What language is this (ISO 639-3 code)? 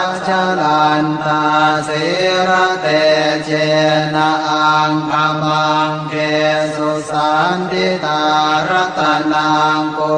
pli